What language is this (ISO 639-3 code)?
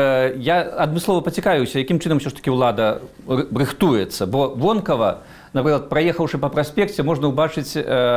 bel